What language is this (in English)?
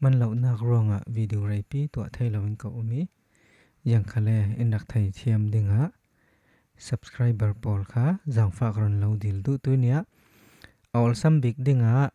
Falam Chin